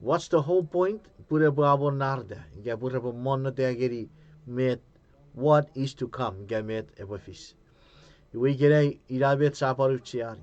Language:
Chuukese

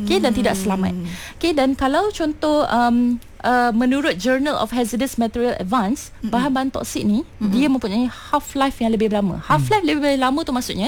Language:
Malay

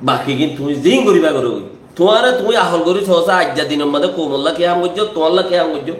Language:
Rohingya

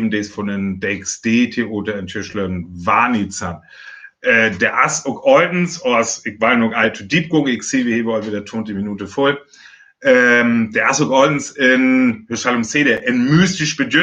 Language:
Northern Frisian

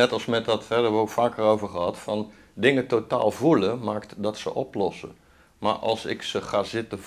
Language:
Dutch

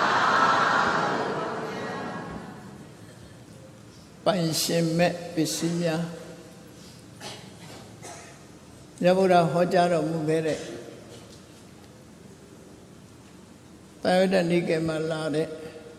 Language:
Burmese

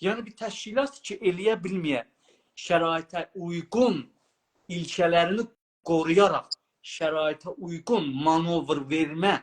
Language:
South Azerbaijani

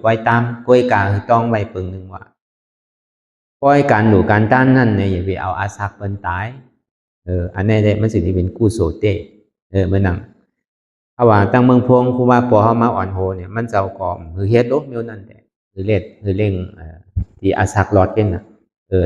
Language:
Shan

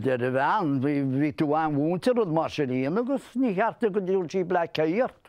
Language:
Irish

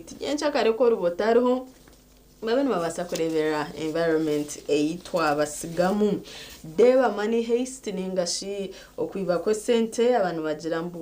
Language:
Nyankole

